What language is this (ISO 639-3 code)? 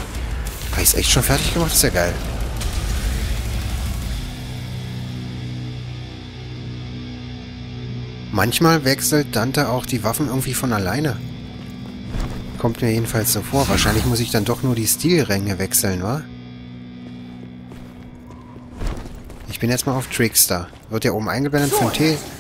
deu